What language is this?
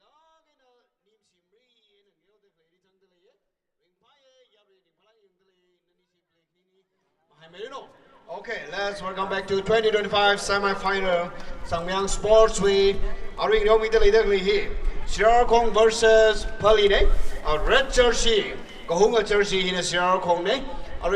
Tangkhul Naga (India)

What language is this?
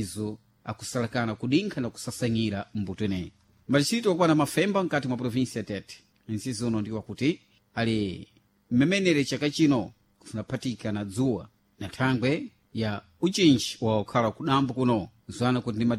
Sena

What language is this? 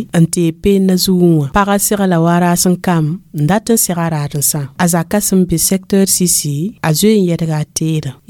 Mossi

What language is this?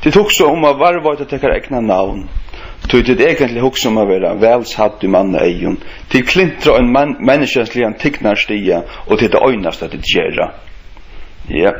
Faroese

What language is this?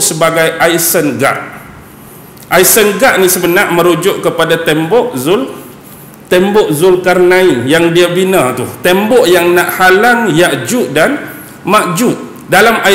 Malay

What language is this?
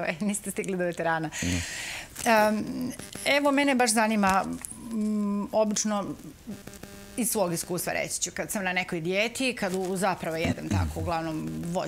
Serbian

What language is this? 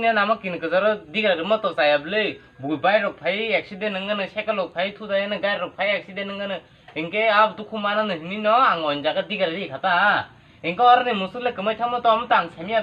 Kok Borok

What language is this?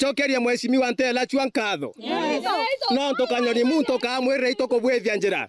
Meru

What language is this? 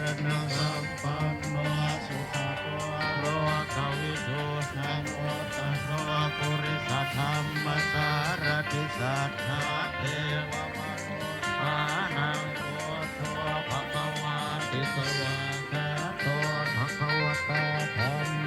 Pali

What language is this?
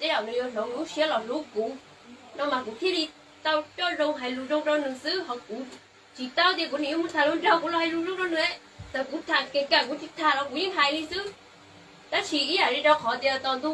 Hmong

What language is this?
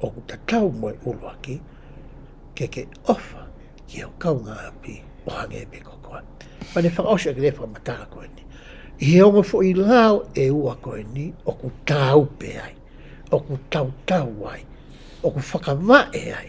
Tongan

